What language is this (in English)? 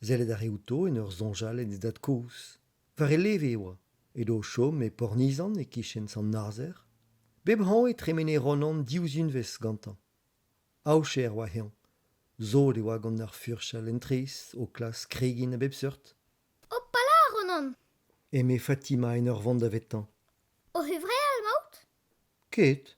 Breton